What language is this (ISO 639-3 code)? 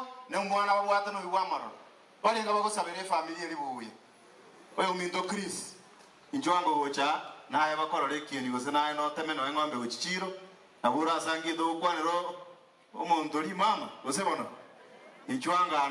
guz